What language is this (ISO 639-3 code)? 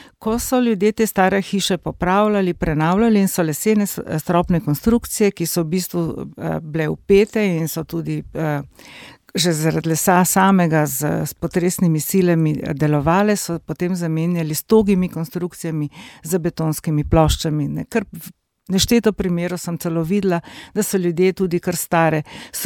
slv